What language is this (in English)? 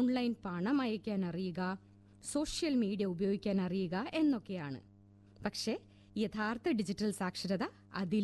Malayalam